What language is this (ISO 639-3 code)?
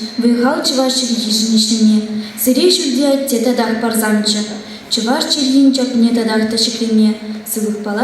chv